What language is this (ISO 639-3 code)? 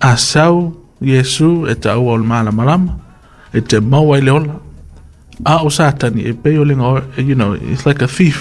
smo